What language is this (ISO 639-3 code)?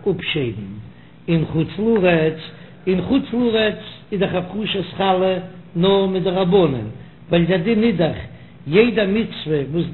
yid